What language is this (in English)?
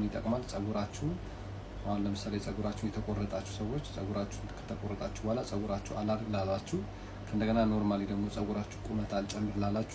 Amharic